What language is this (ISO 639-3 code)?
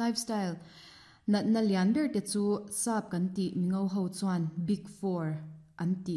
lus